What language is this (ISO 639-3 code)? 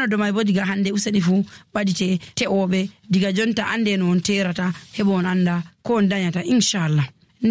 fuv